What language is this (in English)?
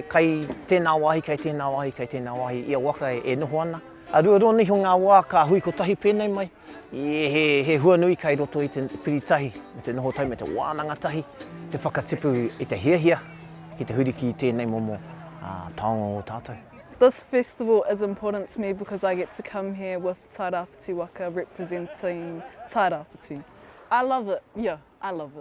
Māori